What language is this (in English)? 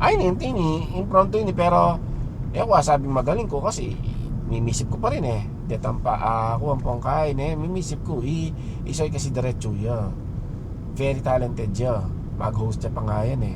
Pampanga